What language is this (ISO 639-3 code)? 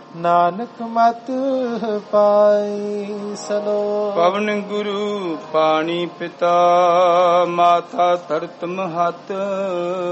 pan